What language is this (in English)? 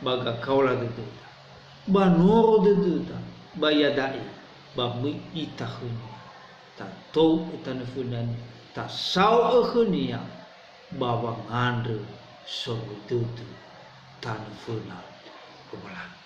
Nias